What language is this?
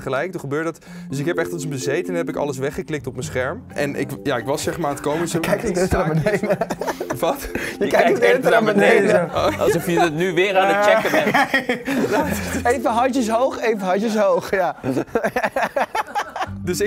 Dutch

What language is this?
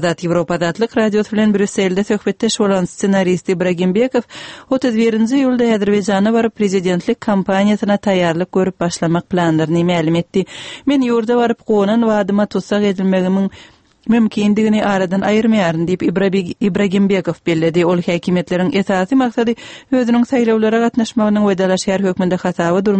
Turkmen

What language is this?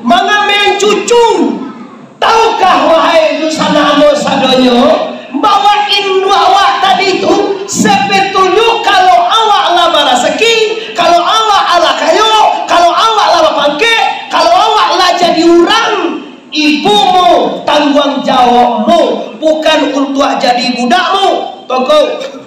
Minangkabau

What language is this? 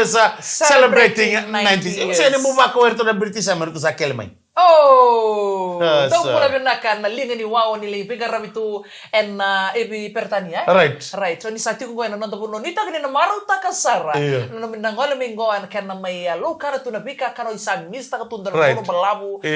Fijian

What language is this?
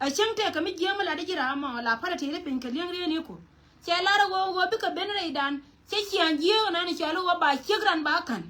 Nuer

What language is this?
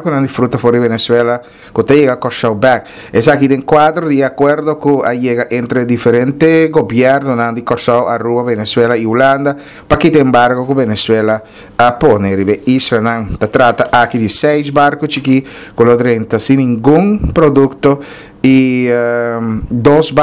Papiamento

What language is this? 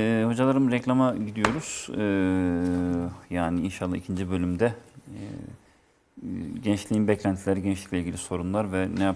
Turkish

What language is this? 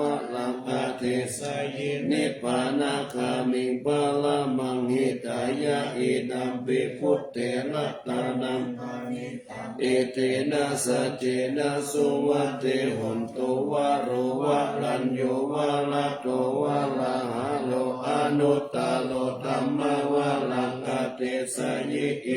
Pali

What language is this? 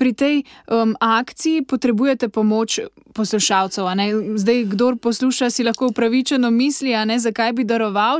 Slovenian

